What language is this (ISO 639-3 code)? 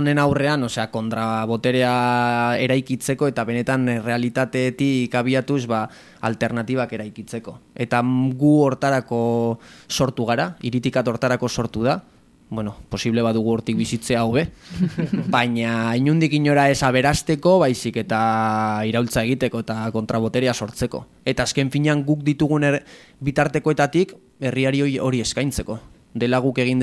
eus